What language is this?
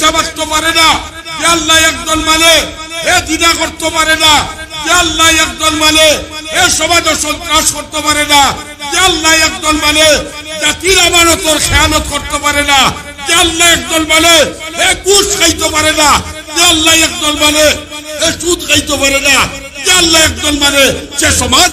Sylheti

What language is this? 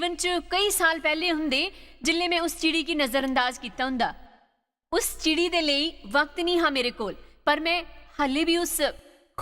Dogri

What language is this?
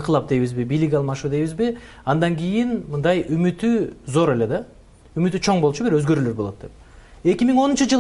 Kyrgyz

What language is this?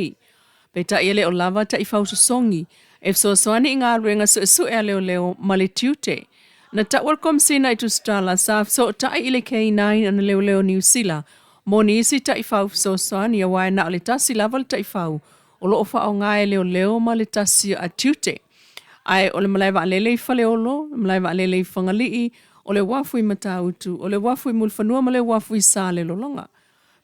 Samoan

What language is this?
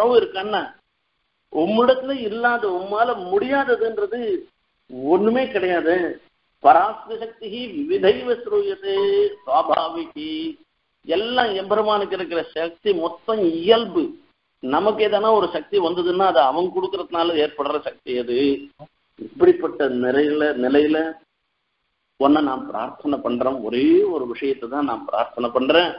Tamil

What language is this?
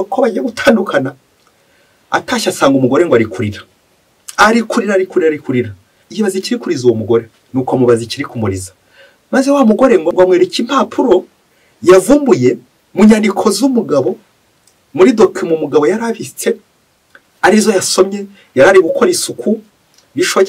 Kinyarwanda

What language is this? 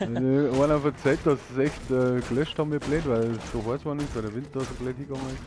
Bavarian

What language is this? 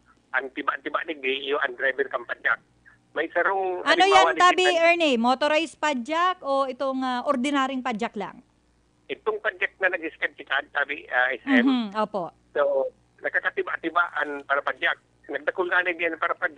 Bikol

